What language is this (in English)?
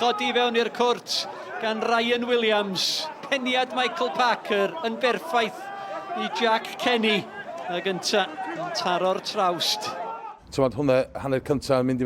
Welsh